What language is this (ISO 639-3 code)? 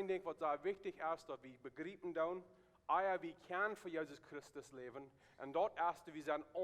pdt